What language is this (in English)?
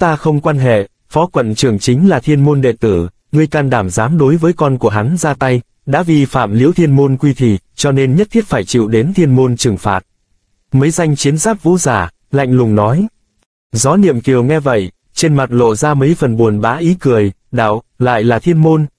Vietnamese